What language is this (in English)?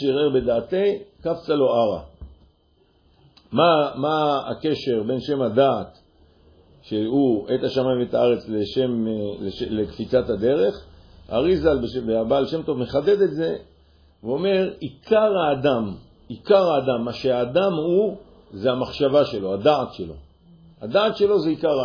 Hebrew